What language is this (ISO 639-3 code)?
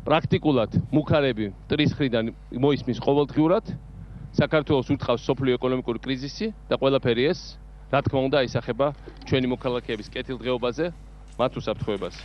kat